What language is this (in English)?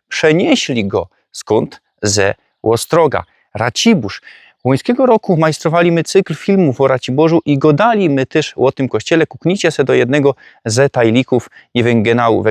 Silesian